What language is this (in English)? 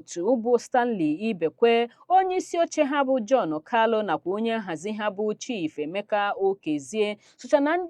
Igbo